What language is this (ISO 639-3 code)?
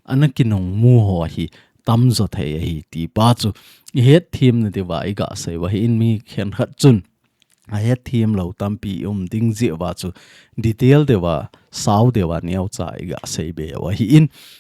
tcz